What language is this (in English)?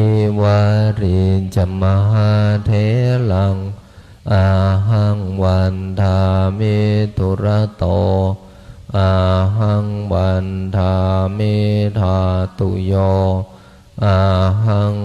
Pali